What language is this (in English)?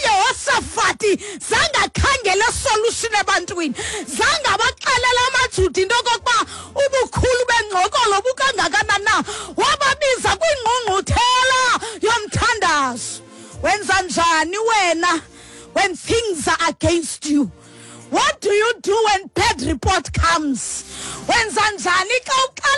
Xhosa